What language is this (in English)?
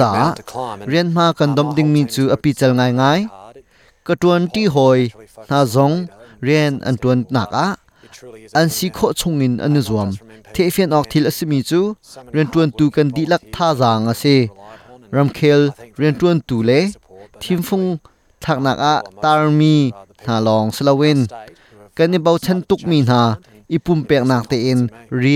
Hakha Chin